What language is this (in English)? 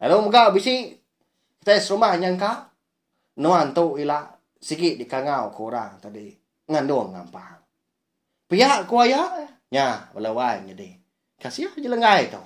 Iban